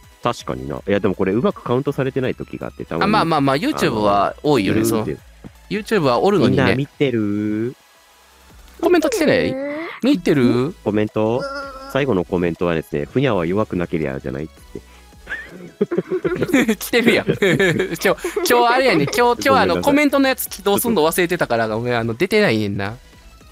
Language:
Japanese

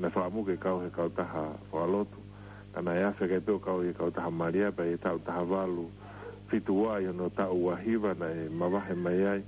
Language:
Tongan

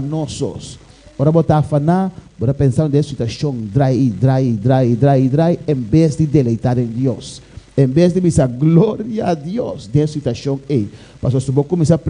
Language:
Papiamento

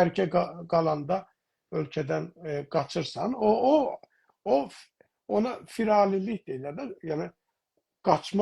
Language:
South Azerbaijani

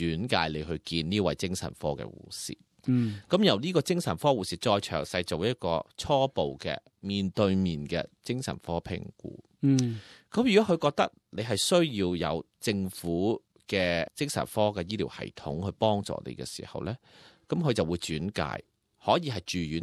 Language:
Cantonese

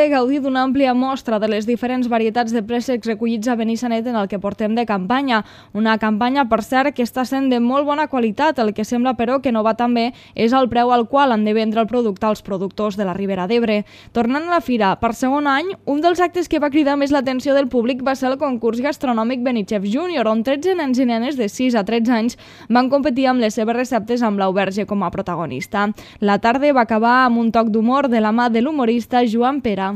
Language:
Catalan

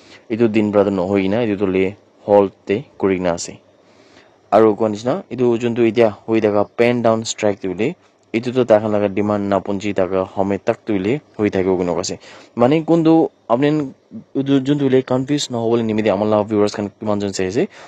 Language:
Naga Pidgin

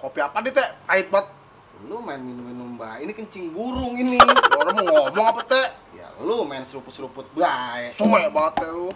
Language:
Betawi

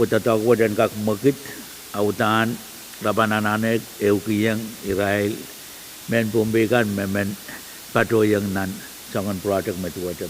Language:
Pohnpeian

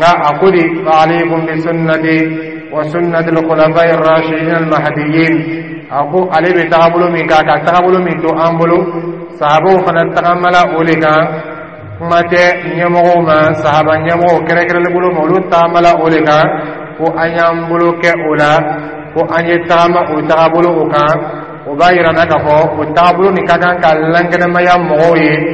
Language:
Dyula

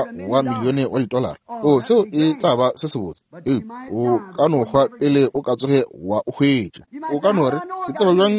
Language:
Northern Sotho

